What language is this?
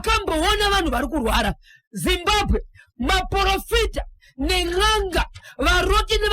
Shona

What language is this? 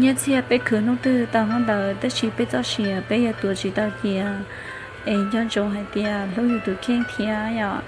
Hmong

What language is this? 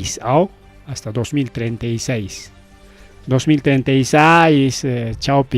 Ayacucho Quechua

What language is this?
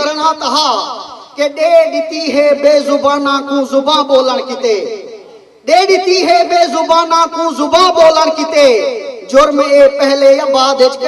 Saraiki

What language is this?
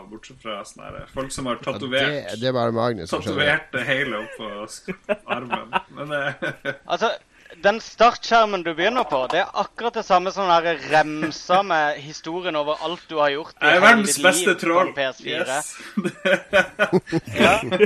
Norwegian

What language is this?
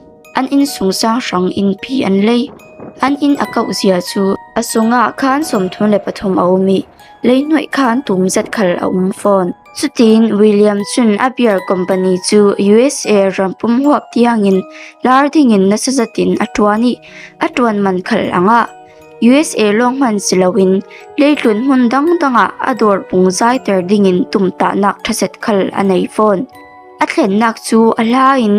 Falam Chin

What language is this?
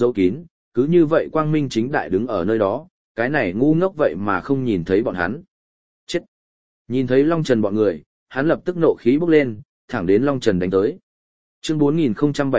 Vietnamese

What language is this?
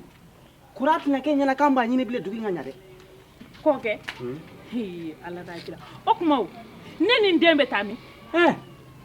Bambara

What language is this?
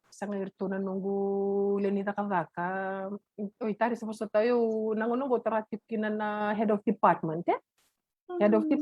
Fijian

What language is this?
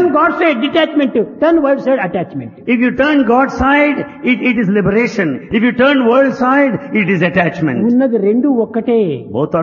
Telugu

